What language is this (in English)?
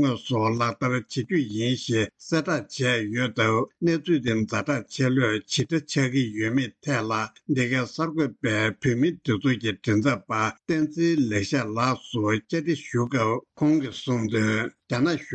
Tibetan